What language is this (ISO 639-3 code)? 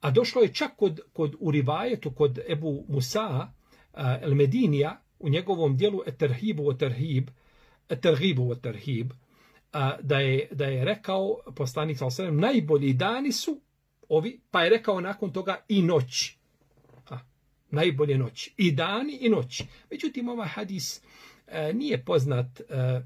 bos